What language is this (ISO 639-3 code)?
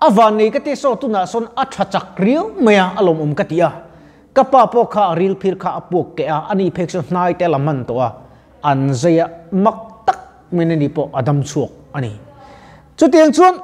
lus